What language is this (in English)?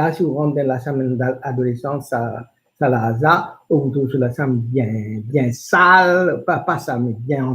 Morisyen